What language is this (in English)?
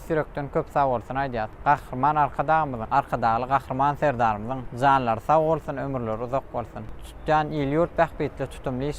Turkmen